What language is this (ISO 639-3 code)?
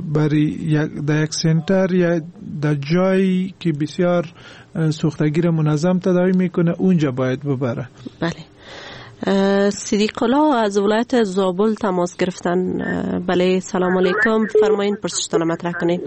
fas